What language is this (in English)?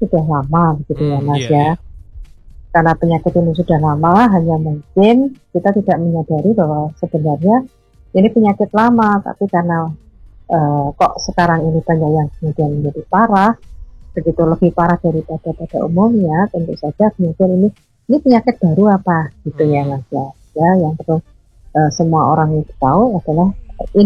Indonesian